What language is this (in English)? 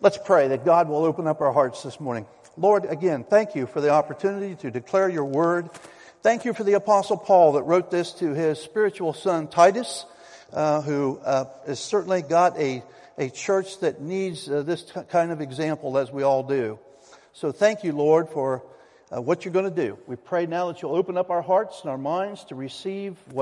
English